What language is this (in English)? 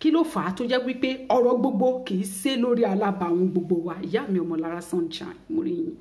Yoruba